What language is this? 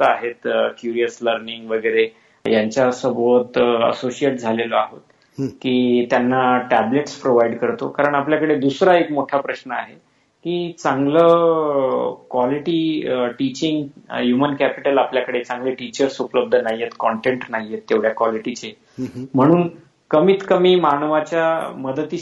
Marathi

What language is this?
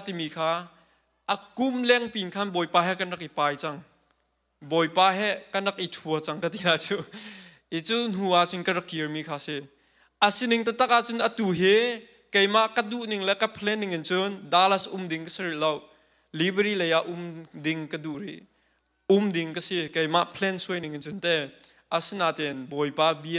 Hakha Chin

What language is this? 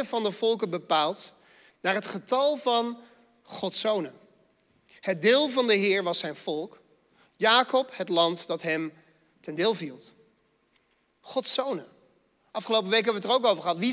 Dutch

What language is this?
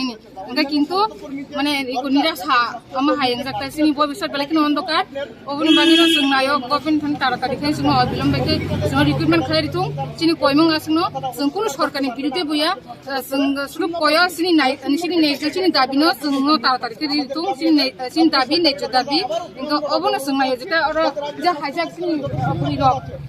Riang (India)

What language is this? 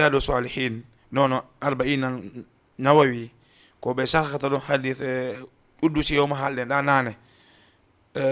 Fula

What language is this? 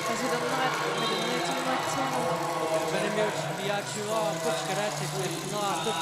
Kalaallisut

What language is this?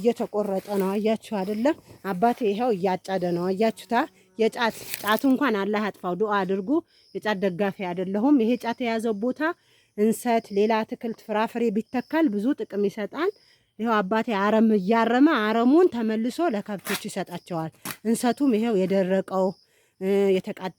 Amharic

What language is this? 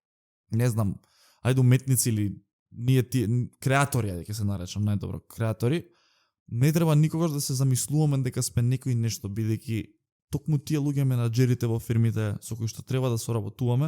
Macedonian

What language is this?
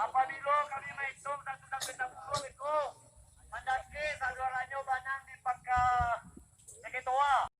Minangkabau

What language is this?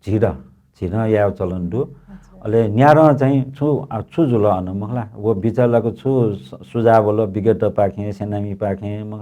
Newari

